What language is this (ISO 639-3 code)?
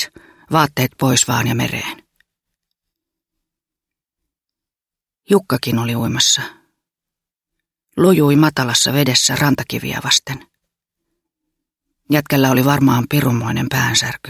fin